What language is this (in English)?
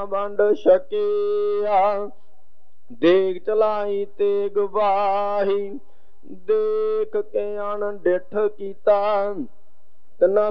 Punjabi